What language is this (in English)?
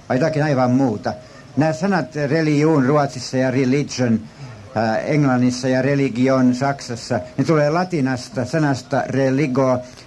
Finnish